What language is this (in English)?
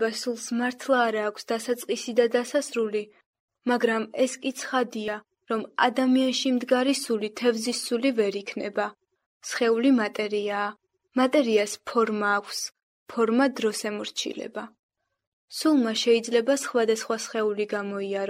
Georgian